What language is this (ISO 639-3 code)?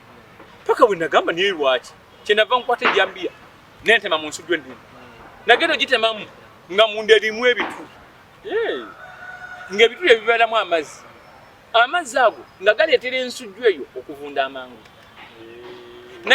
lug